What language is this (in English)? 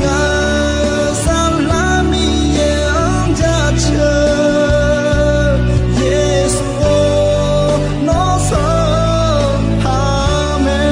Akha